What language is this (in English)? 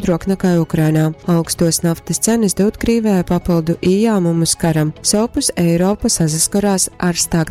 Latgalian